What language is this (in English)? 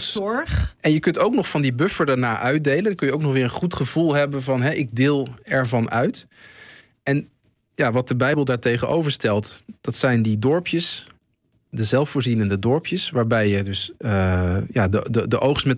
Dutch